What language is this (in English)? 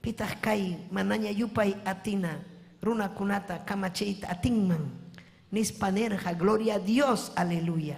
Ayacucho Quechua